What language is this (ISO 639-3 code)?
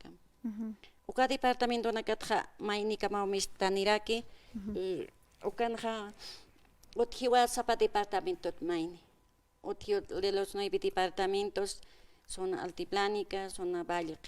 aym